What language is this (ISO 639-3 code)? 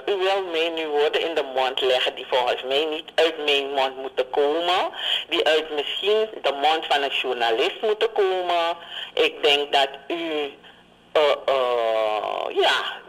nld